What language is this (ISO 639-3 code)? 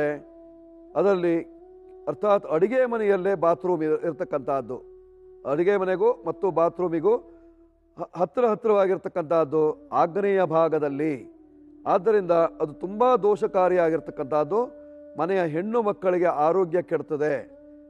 kan